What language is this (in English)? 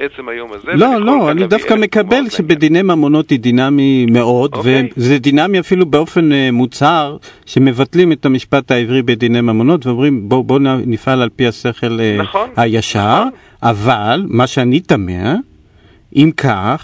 Hebrew